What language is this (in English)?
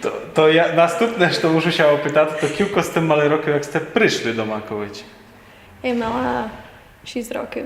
Rusyn